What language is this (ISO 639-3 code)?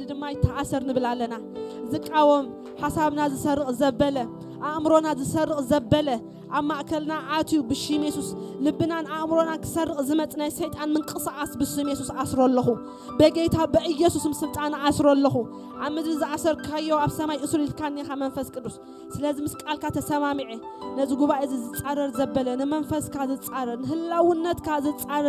tir